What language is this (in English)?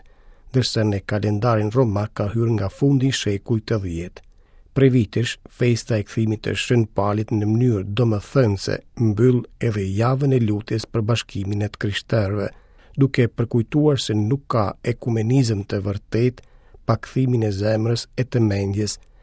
Albanian